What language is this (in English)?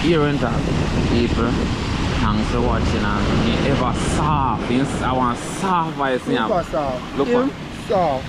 Jamaican Creole English